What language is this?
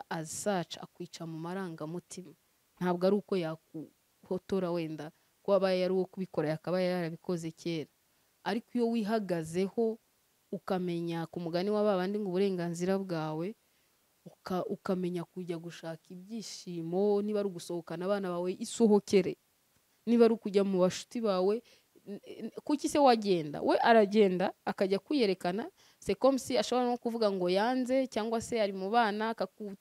Kinyarwanda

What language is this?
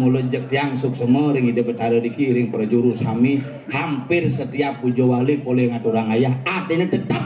Balinese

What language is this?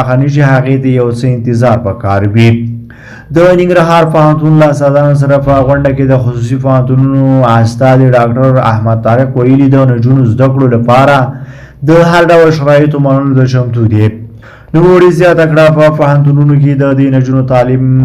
Pashto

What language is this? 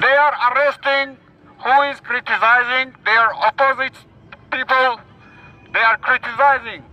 Turkmen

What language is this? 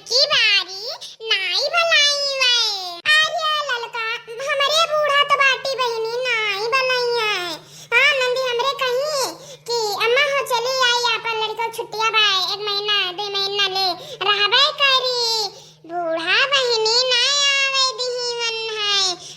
Awadhi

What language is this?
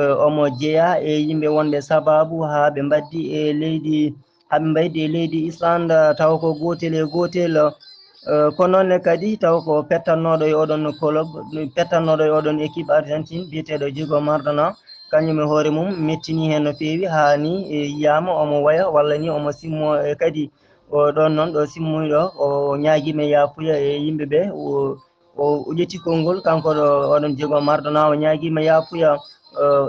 Fula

